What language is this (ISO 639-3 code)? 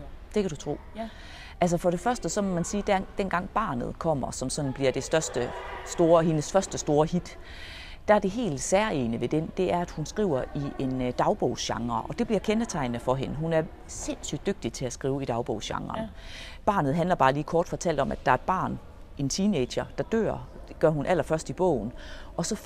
dan